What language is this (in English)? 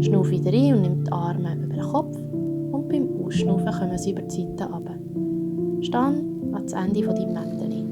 Swiss German